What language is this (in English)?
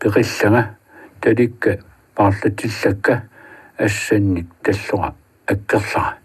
Kalaallisut